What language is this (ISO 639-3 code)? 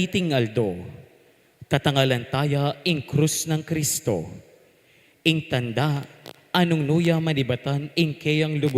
pam